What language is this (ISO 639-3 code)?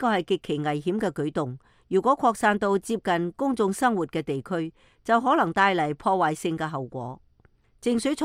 yue